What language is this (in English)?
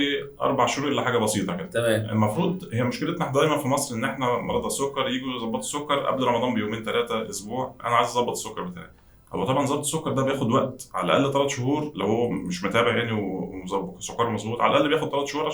Egyptian Arabic